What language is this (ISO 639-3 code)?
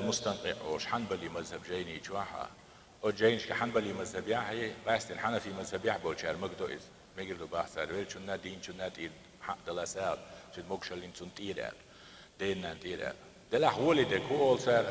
che